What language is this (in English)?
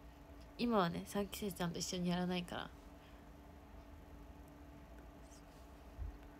Japanese